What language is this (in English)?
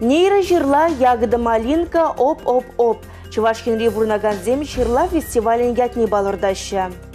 Chuvash